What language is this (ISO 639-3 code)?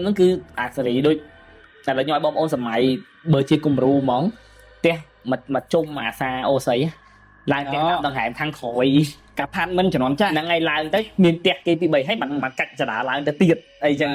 khm